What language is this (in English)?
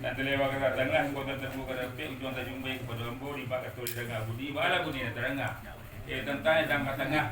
Minangkabau